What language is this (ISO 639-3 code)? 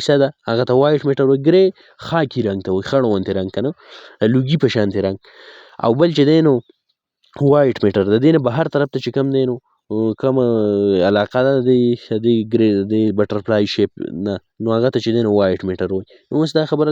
pus